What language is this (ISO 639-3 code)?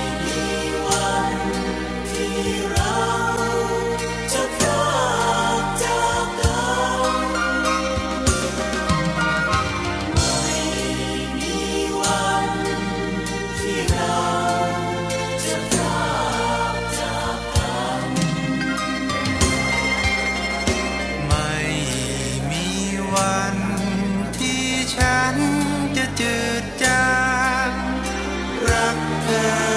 tha